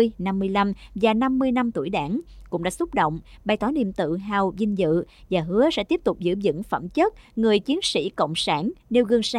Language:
Vietnamese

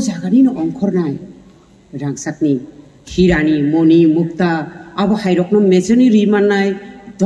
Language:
Kok Borok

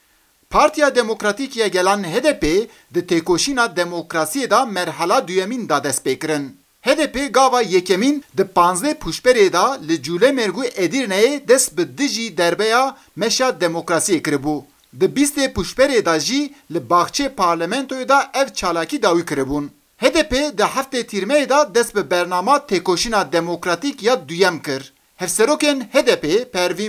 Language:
Kurdish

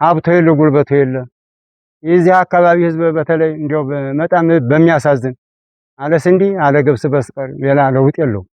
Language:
Amharic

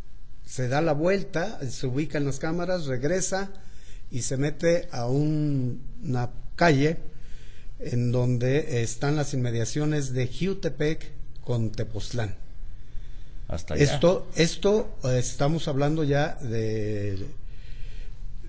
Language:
Spanish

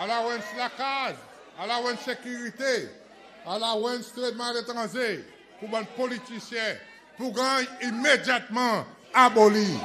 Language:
Seselwa Creole French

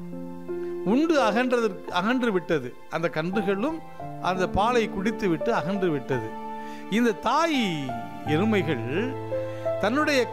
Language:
Tamil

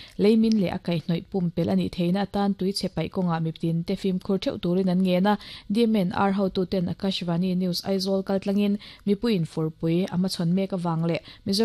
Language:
Mizo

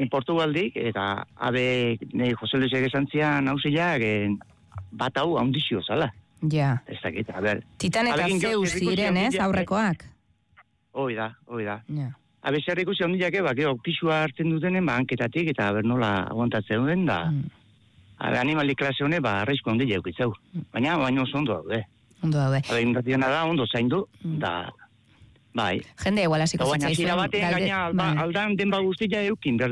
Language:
Basque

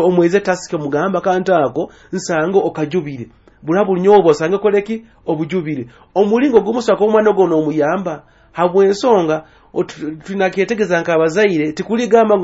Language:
Nyoro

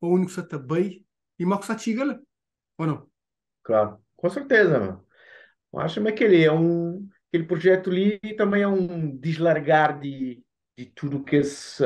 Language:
Kabuverdianu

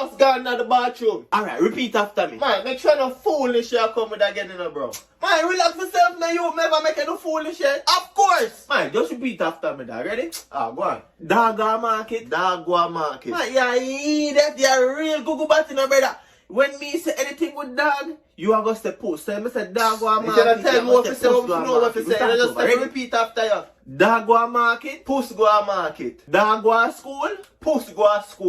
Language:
Jamaican Creole English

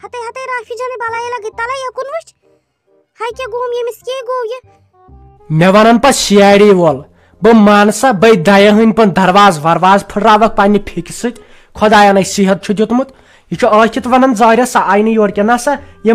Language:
Kashmiri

